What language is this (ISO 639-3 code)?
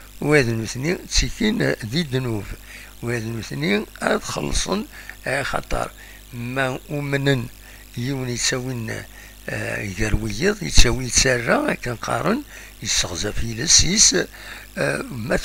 kab